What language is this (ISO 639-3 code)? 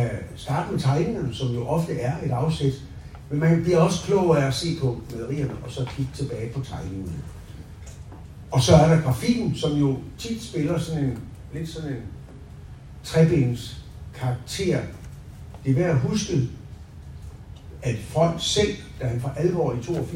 dan